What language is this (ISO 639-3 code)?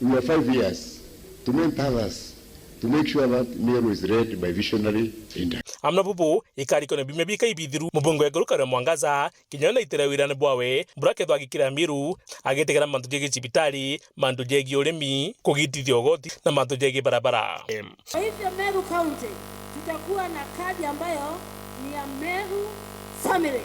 mer